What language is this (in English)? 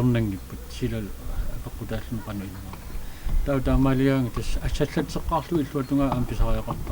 Kalaallisut